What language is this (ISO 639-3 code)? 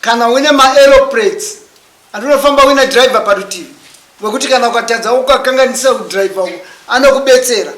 sna